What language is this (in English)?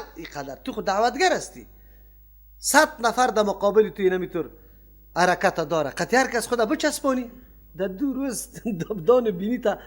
Persian